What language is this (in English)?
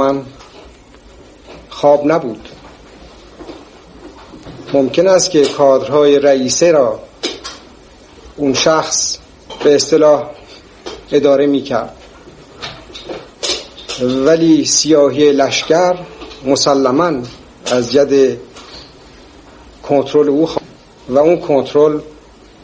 Persian